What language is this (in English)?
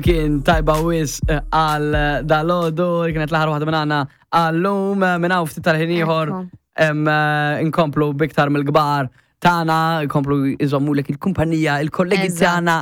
Maltese